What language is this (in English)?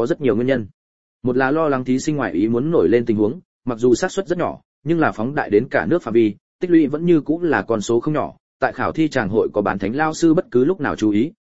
Vietnamese